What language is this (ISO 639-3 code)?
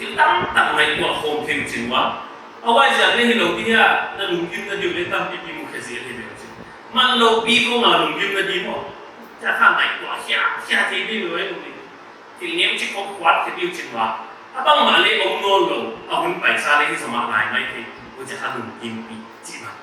pck